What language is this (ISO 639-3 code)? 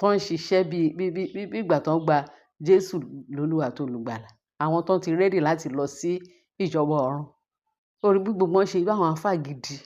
yor